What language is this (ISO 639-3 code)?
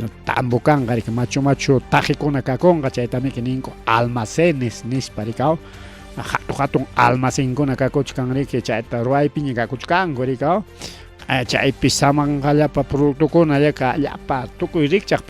quy